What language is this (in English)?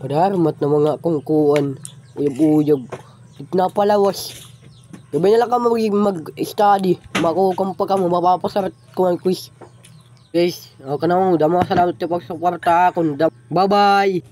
Waray